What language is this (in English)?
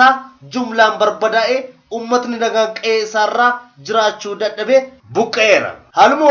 Oromo